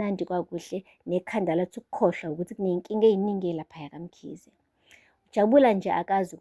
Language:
Zulu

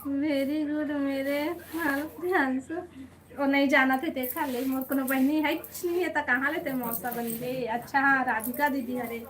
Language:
Chhattisgarhi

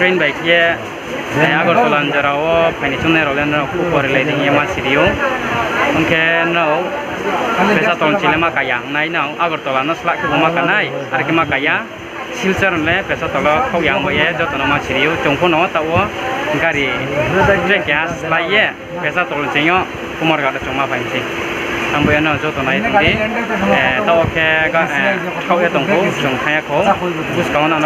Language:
Riang (India)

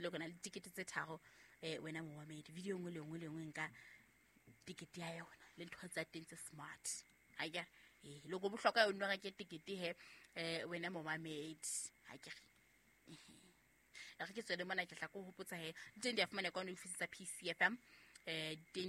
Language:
Southern Sotho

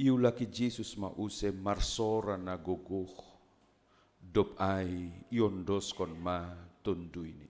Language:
Batak Simalungun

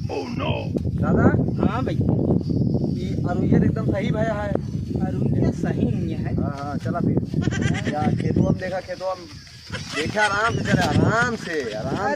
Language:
Awadhi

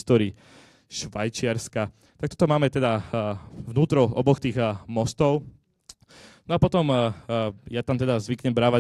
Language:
Slovak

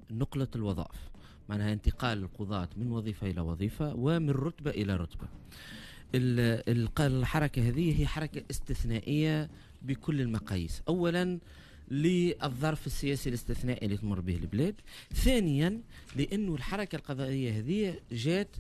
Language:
Tunisian Arabic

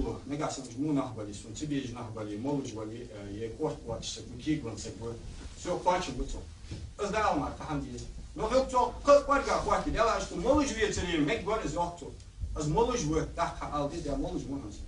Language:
Ingush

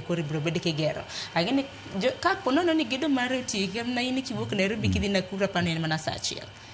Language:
Luo (Kenya and Tanzania)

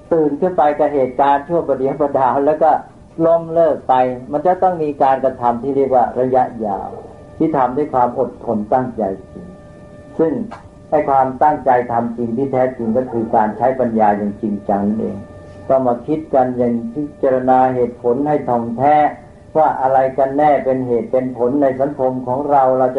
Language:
Thai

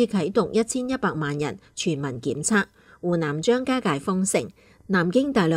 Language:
Cantonese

